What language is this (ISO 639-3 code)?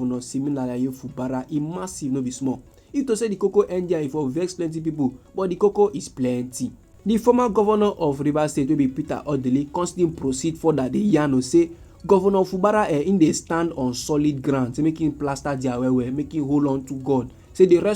pcm